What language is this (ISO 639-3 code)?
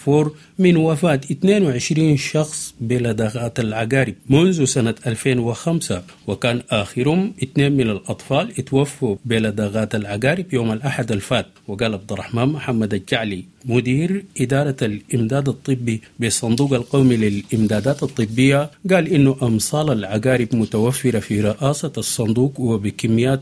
apd